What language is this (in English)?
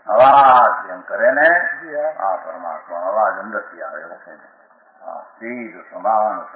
Gujarati